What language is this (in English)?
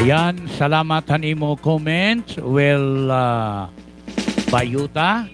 Waray